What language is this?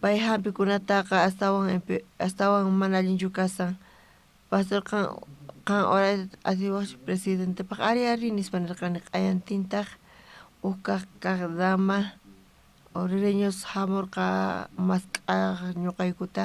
South Bolivian Quechua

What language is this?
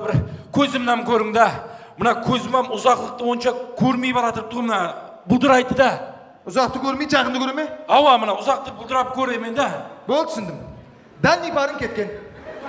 Kara-Kalpak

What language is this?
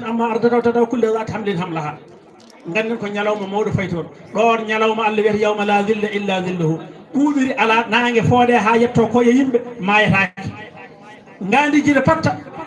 Fula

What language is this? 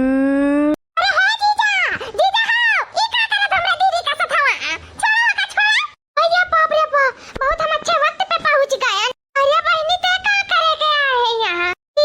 Awadhi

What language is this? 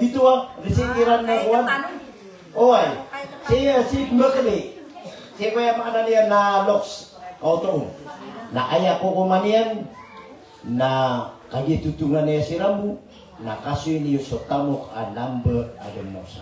Maranao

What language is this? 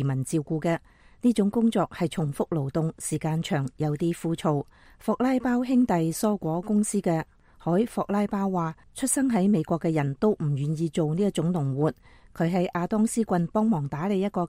Cantonese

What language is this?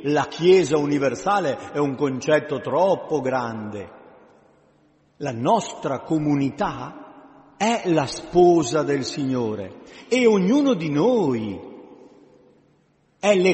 Italian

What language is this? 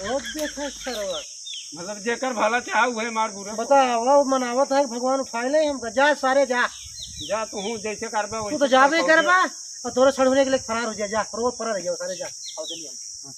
Awadhi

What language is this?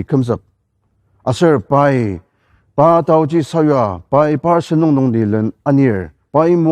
Ao Naga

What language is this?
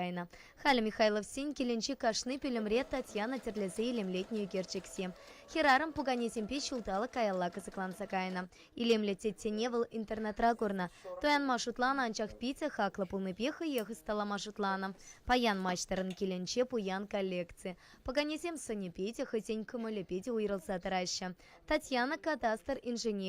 Chuvash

